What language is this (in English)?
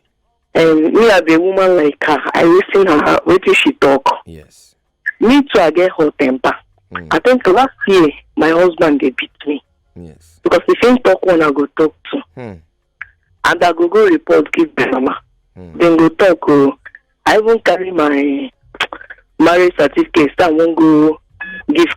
Nigerian Pidgin